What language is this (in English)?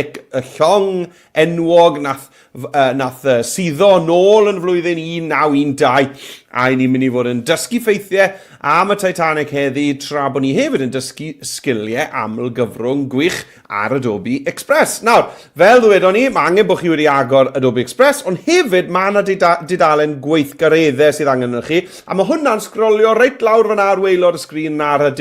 Welsh